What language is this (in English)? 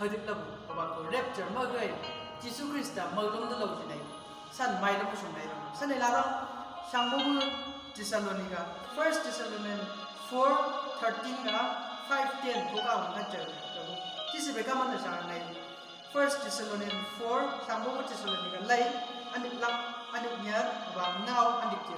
Chang Naga